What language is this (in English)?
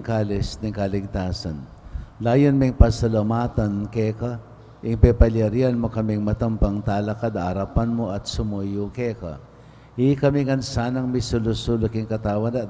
Pampanga